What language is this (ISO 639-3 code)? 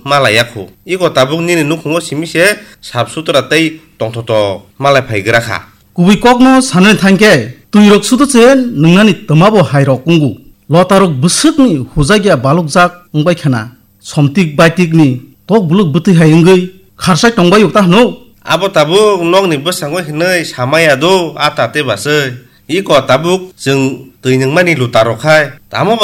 trp